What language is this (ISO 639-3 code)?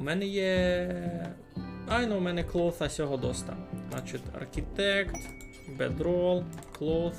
rue